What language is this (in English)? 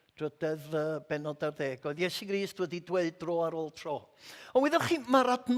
Welsh